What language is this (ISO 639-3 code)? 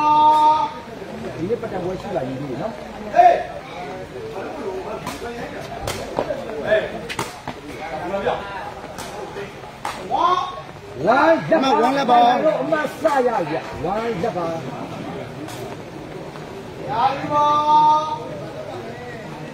mya